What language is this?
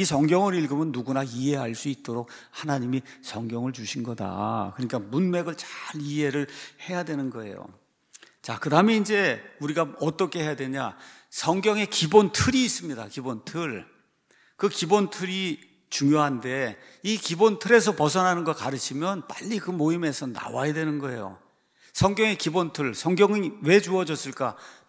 Korean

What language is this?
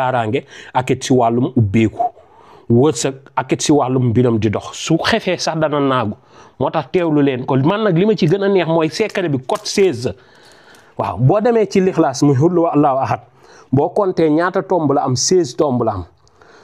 Wolof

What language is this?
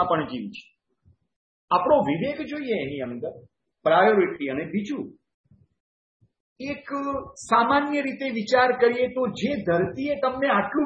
Gujarati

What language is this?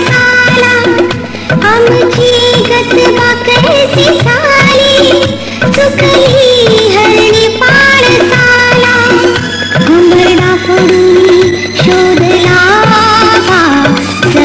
Marathi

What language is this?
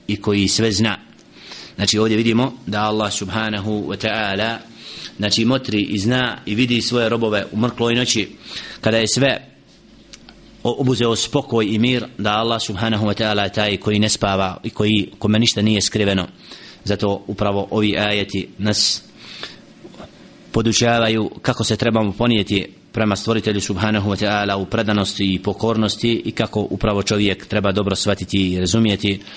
Bosnian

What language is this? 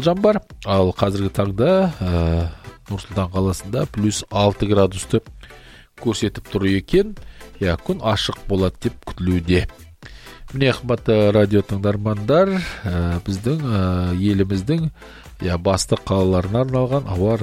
Kazakh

